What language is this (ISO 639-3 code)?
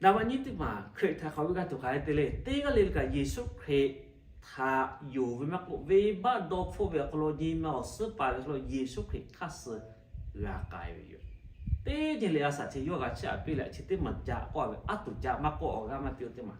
lhu